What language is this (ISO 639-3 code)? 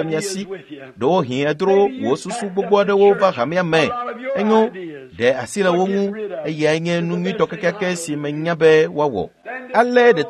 ewe